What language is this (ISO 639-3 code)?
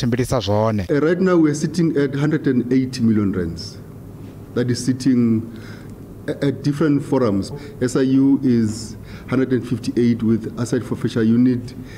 ven